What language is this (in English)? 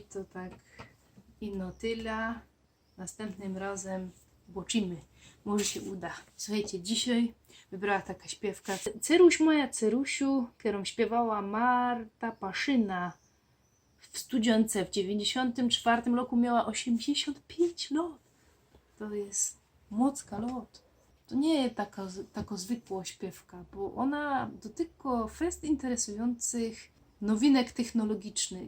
Silesian